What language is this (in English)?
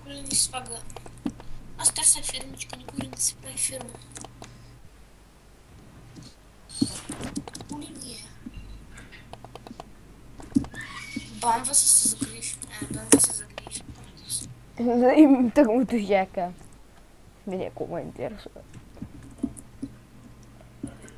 Bulgarian